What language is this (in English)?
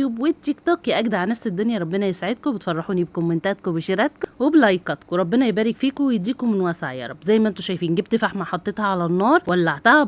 Egyptian Arabic